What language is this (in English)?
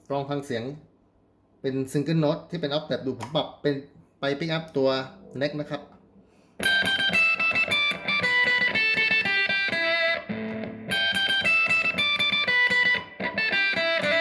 Thai